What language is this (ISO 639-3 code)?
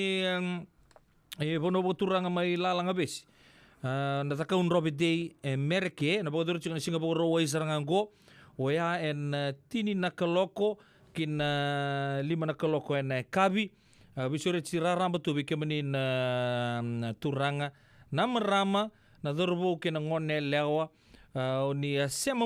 fij